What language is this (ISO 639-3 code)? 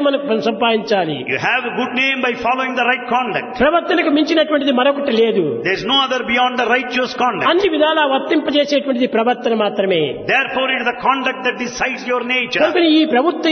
tel